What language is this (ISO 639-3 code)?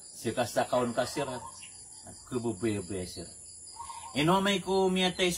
mrw